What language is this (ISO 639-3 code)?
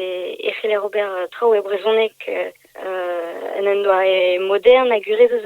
bre